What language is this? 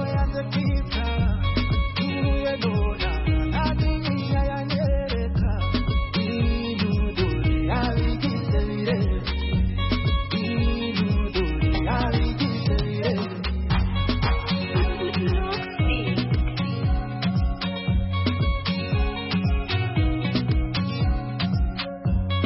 Kinyarwanda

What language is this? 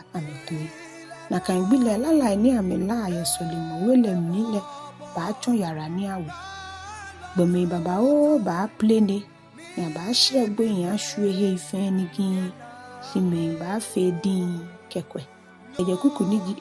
Ga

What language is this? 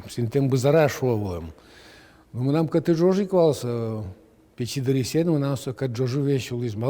Udmurt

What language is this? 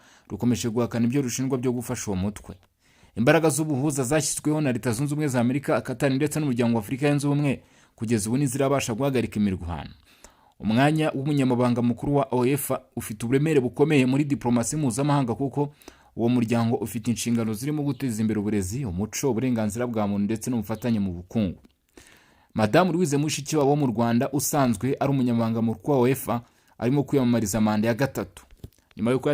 Kinyarwanda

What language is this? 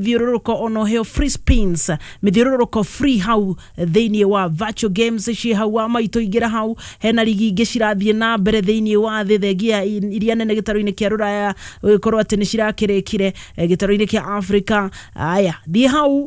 Kikuyu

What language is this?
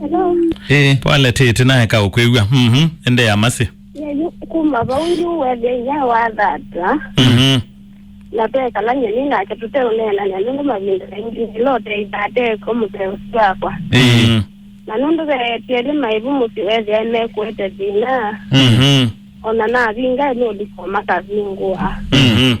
Kamba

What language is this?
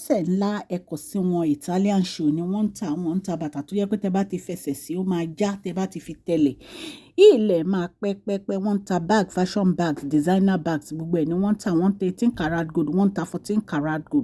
Yoruba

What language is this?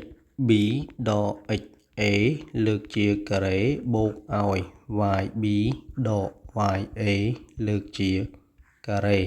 Khmer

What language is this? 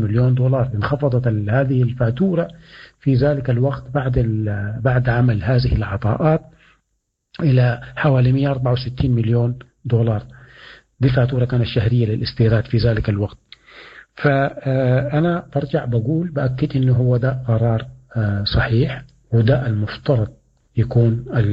Sudanese Arabic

